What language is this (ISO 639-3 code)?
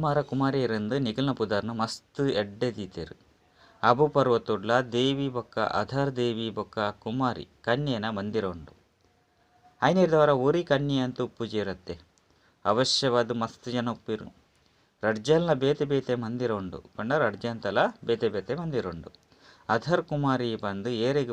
tcy